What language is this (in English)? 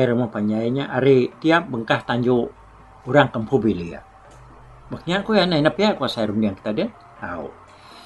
Iban